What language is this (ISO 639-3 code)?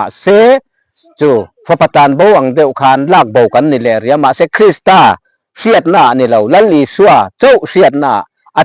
lus